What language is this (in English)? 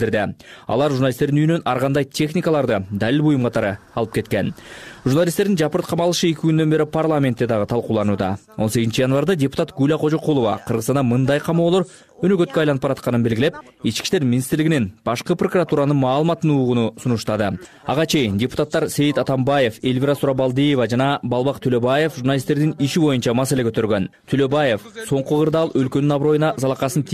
Kyrgyz